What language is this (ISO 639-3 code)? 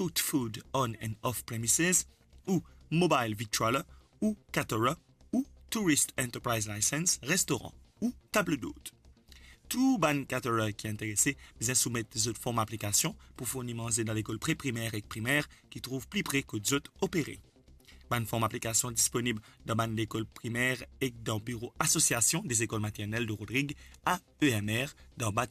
mfe